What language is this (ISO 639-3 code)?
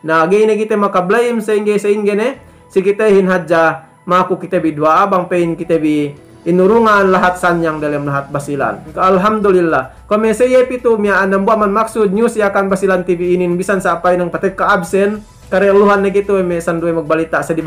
yka